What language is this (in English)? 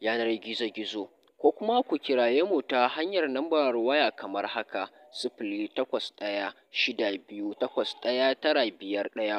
Hausa